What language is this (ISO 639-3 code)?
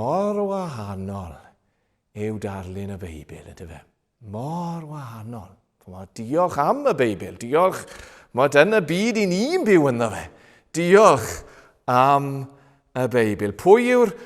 cym